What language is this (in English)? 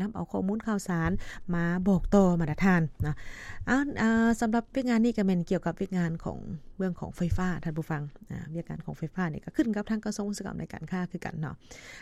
Lao